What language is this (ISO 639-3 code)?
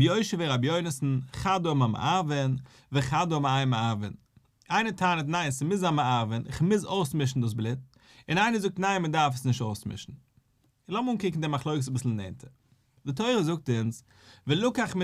yid